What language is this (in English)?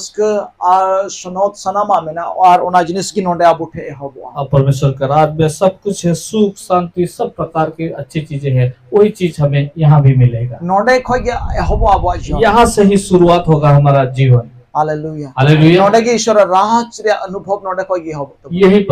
Santali